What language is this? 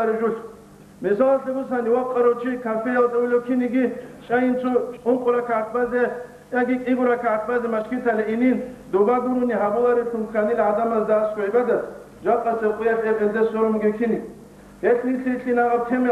Avaric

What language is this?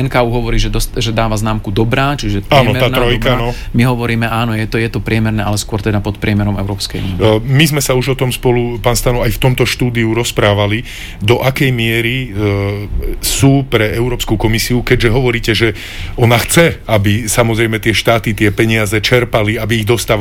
Slovak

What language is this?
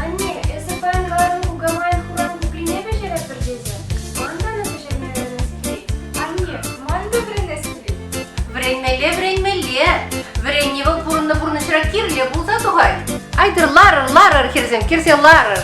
Chuvash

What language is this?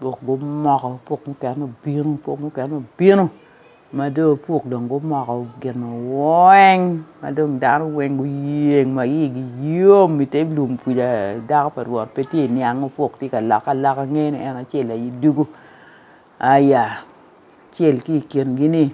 Acoli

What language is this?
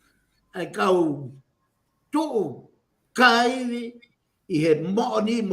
Tongan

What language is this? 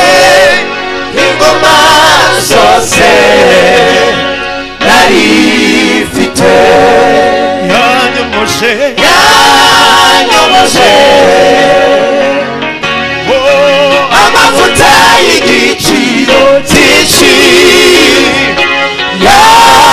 Kinyarwanda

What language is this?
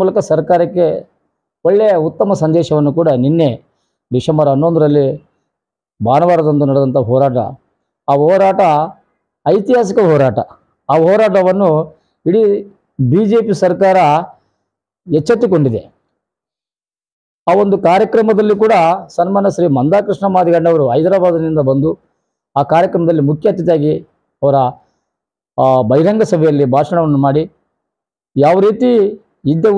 Kannada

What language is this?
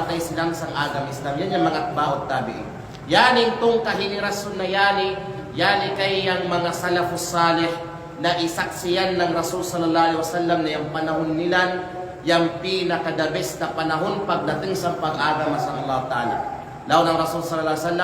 Kalagan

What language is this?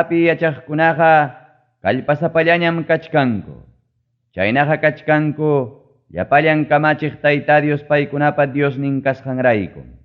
Ayacucho Quechua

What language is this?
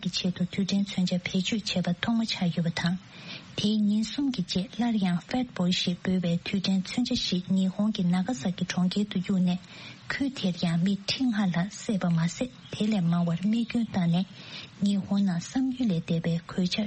Tibetan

